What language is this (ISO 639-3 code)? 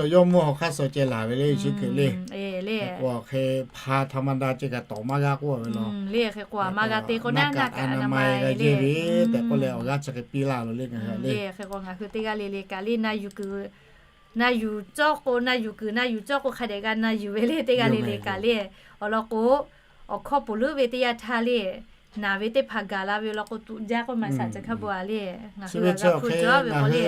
lhu